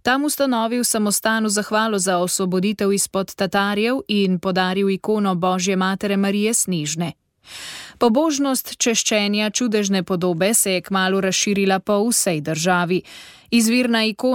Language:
Slovenian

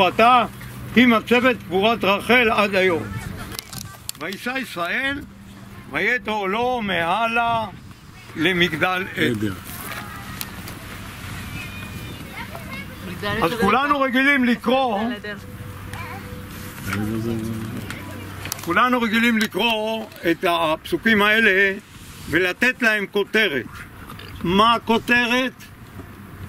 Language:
Hebrew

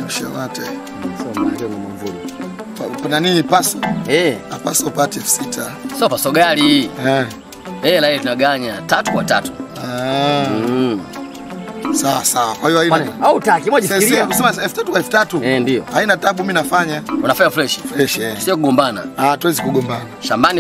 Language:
Swahili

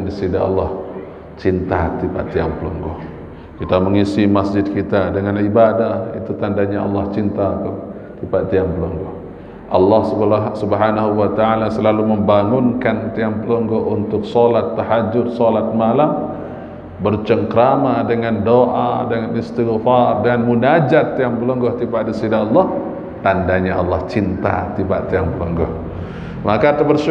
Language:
Sasak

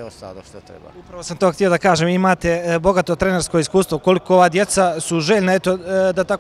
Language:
Bosnian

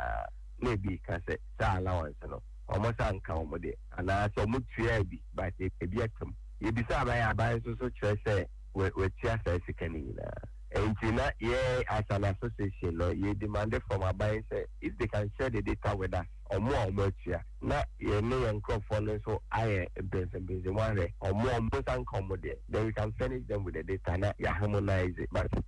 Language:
Akan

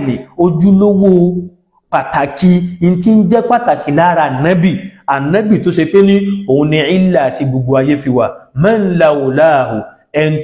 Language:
Yoruba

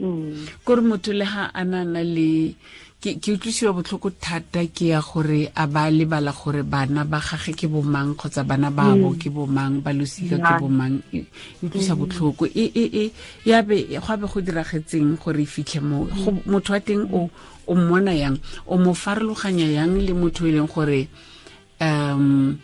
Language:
Tswana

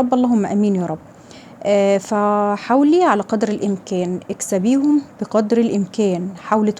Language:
Egyptian Arabic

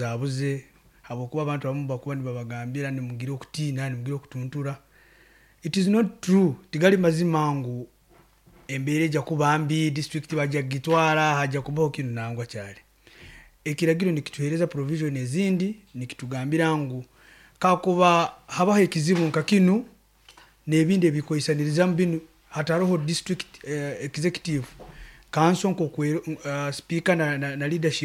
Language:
Nyoro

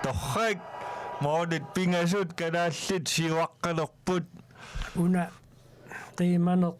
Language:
Kalaallisut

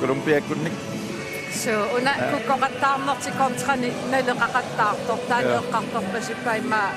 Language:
Kalaallisut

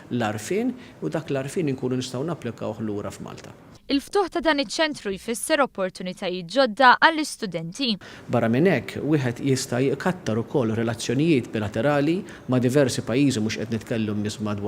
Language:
Maltese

